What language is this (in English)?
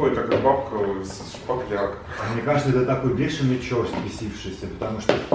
Russian